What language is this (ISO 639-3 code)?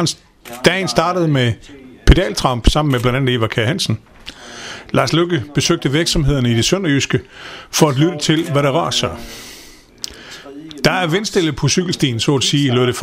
dan